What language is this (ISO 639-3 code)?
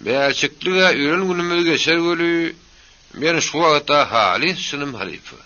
tuk